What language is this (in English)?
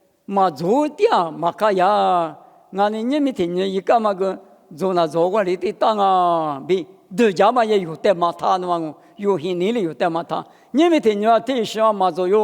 Lisu